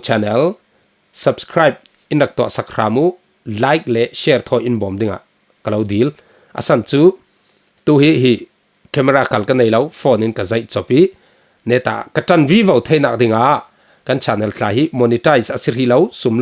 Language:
Falam Chin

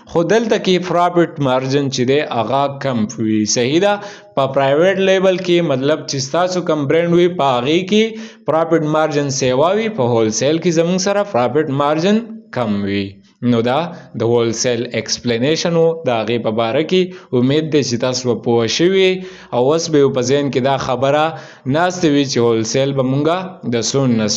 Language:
Pashto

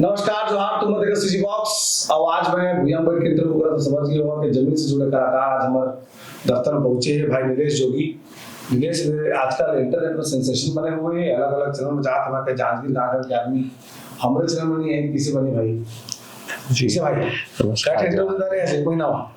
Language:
Chhattisgarhi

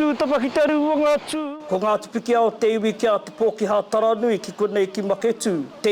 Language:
Māori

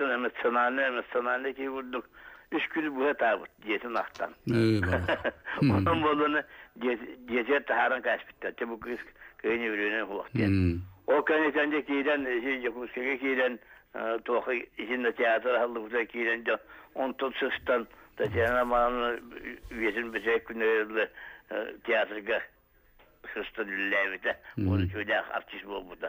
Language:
Yakut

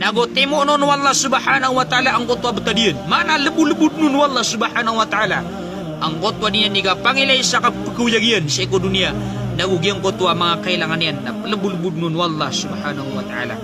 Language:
Maranao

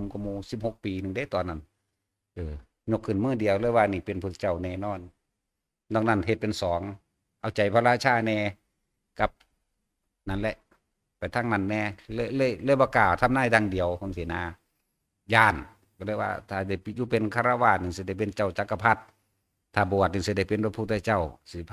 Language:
Northeastern Thai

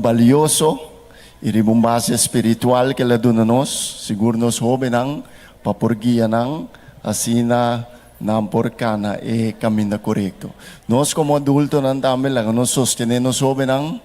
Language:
Papiamento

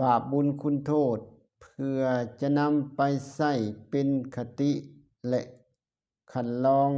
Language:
Lao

